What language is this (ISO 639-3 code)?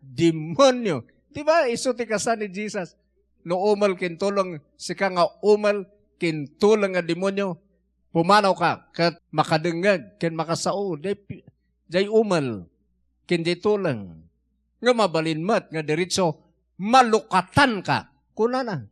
ilo